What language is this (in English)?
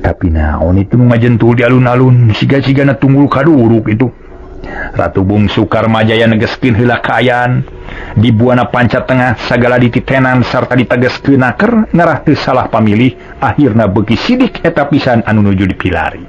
Sundanese